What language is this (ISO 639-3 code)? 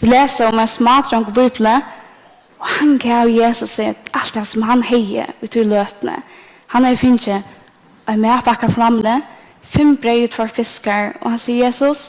fao